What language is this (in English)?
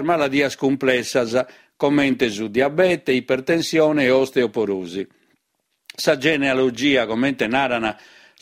Sardinian